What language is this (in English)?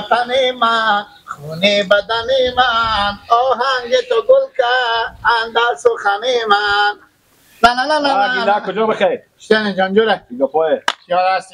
Persian